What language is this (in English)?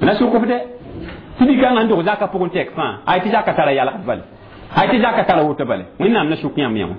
Mossi